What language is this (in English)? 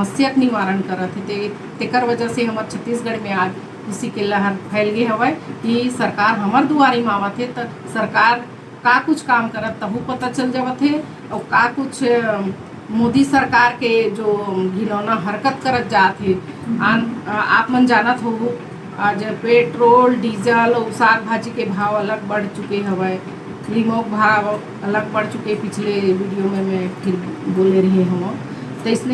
Chhattisgarhi